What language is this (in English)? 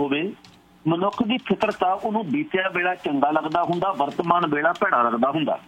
Punjabi